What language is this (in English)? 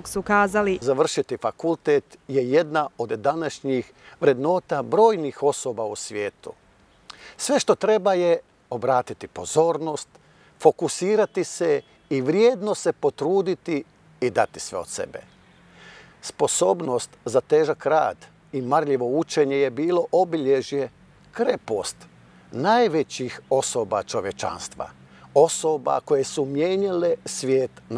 Croatian